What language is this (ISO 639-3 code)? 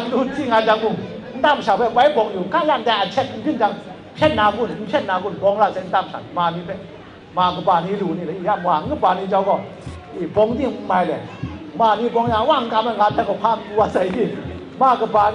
kac